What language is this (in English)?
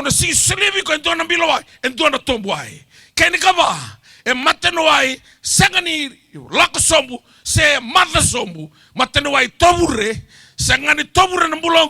Fijian